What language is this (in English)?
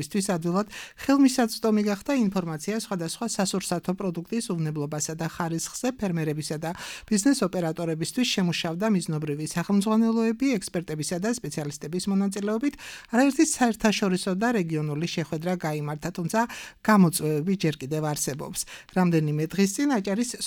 Georgian